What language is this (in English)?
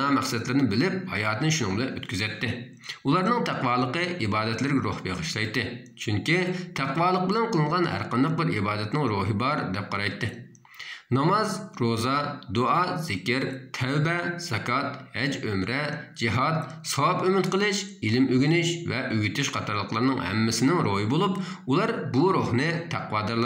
Uyghur